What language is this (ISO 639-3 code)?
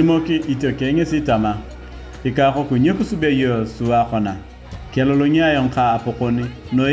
tuv